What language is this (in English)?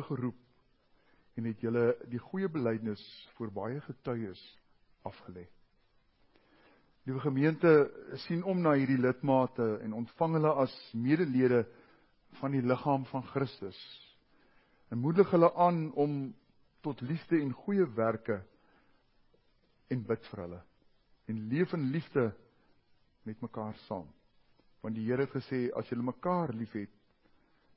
Afrikaans